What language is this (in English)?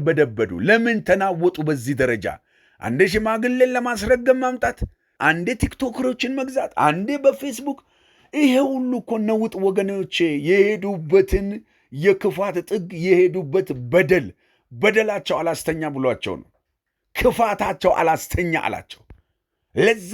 Amharic